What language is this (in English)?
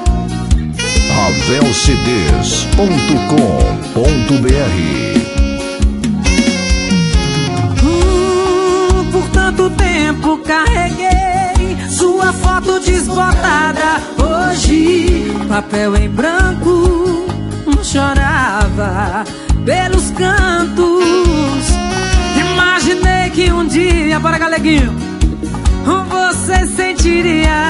Portuguese